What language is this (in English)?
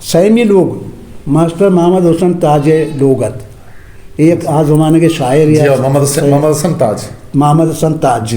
Eastern Balochi